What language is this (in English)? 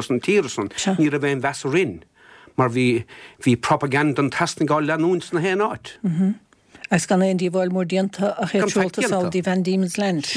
Irish